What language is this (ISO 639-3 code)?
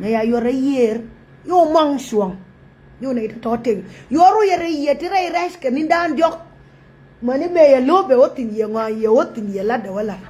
nus